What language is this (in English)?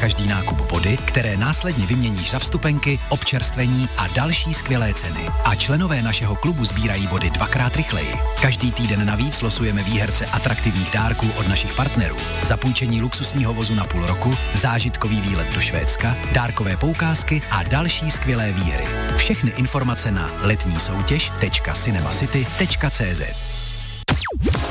Czech